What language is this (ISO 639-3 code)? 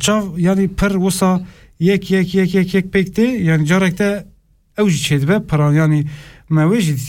kur